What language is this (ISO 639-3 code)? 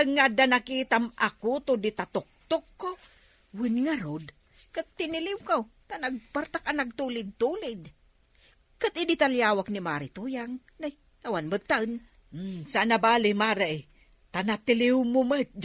ilo